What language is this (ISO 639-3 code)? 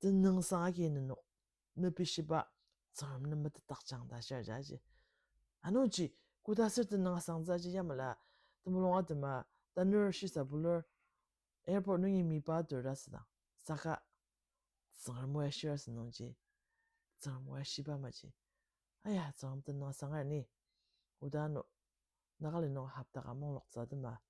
njo